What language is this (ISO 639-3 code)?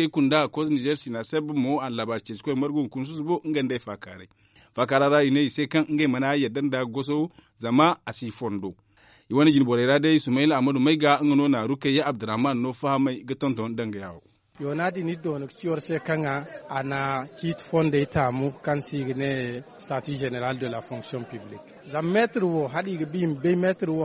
dje